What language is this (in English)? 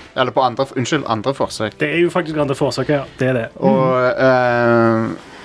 Norwegian